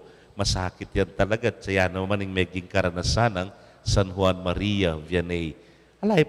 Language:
Pampanga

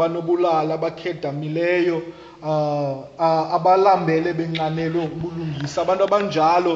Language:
Xhosa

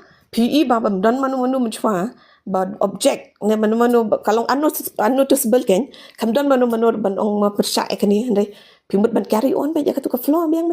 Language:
Khasi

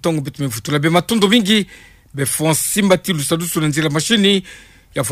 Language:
Kituba (Democratic Republic of Congo)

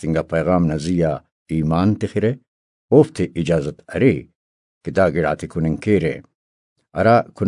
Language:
Brahui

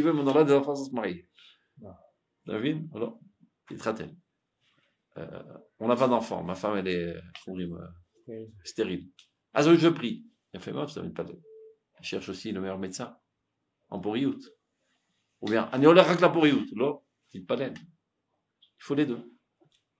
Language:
French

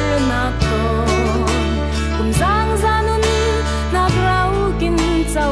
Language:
Falam Chin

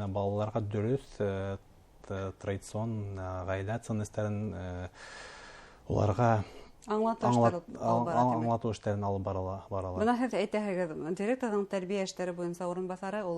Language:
Bashkir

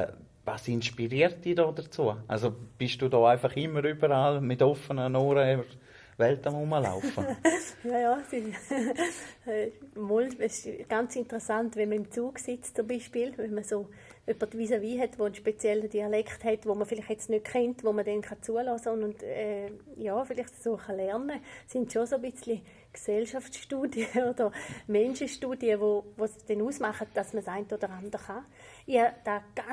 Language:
Swiss German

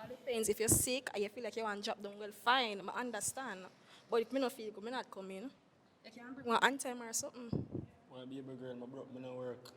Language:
Jamaican Creole English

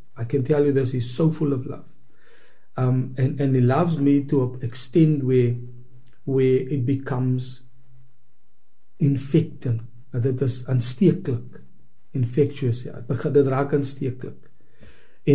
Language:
Afrikaans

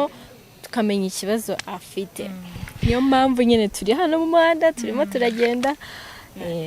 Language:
Kinyarwanda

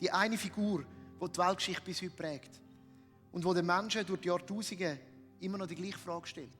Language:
Swiss German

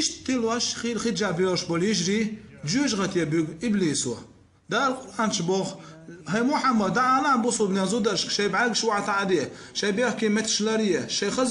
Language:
Chechen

